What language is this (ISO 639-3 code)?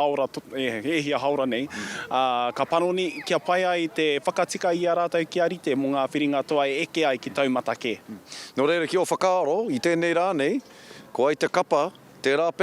mri